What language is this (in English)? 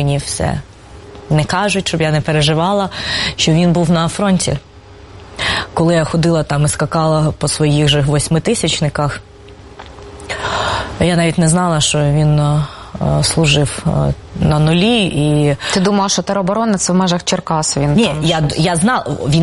Ukrainian